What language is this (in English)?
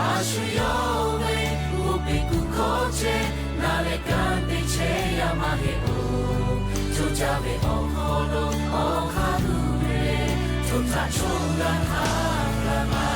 Lahu